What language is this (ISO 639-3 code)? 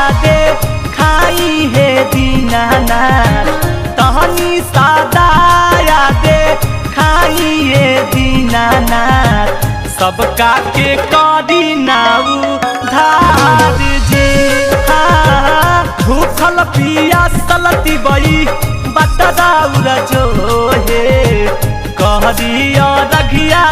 mag